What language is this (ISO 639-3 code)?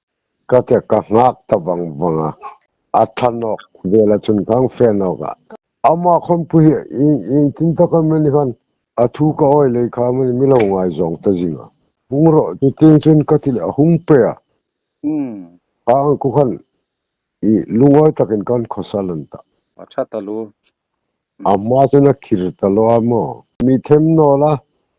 hmr